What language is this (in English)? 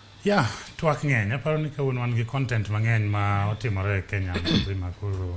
Luo (Kenya and Tanzania)